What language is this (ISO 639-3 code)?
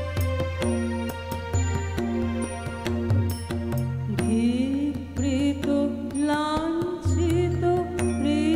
ben